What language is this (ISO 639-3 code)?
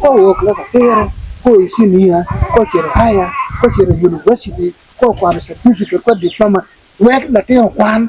ach